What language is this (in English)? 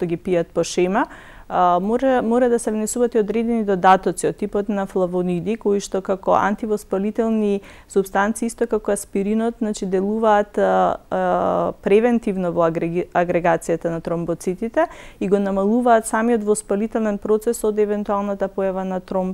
Macedonian